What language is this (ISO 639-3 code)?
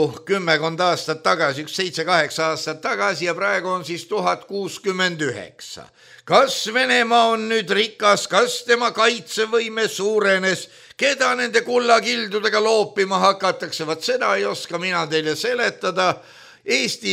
est